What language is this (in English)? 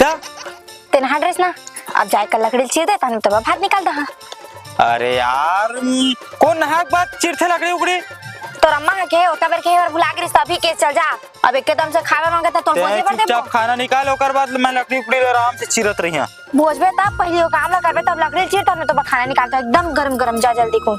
Chhattisgarhi